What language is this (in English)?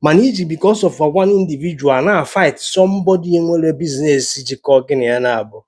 Igbo